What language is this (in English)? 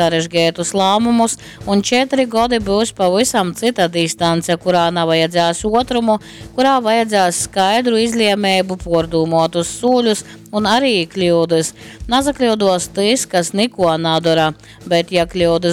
Latgalian